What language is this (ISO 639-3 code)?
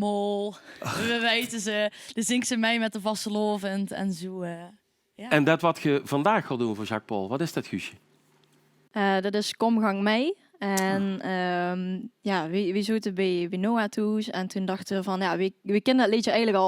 lim